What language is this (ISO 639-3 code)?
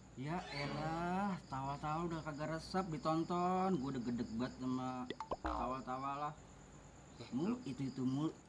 bew